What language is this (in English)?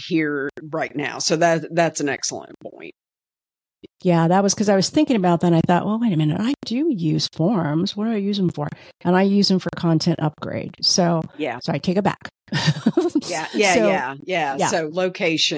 English